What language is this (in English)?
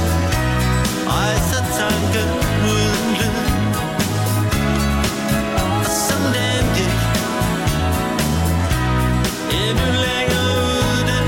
Danish